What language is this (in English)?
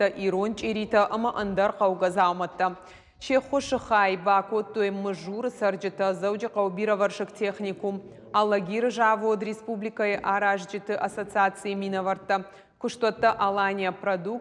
Ossetic